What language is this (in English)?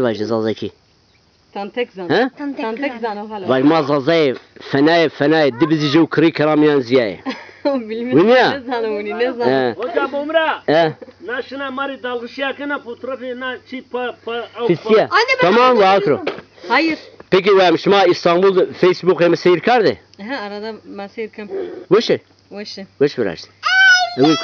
Zaza